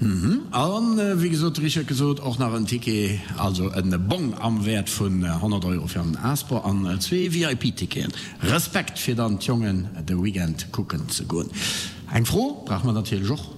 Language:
Luxembourgish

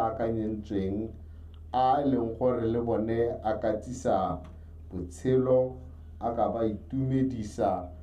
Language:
Tswana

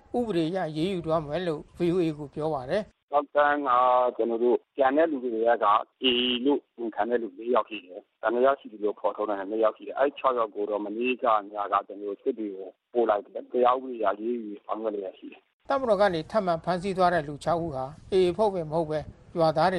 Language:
Burmese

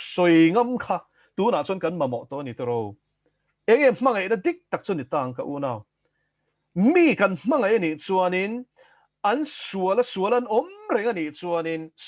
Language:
Mizo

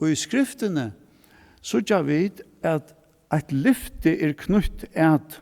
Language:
Faroese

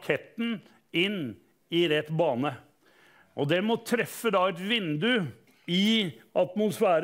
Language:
Norwegian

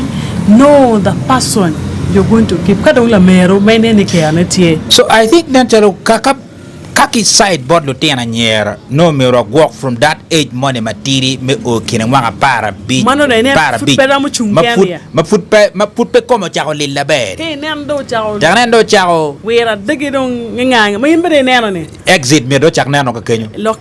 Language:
Acoli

